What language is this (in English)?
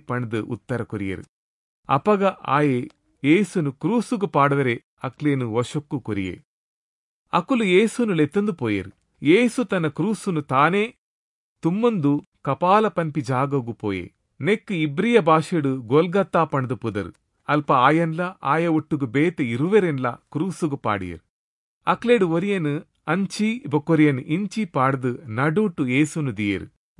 Tulu